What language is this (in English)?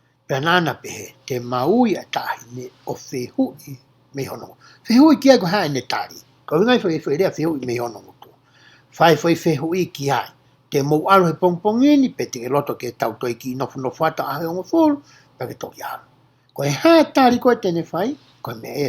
Tongan